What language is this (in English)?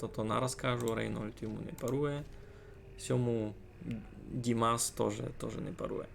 Rusyn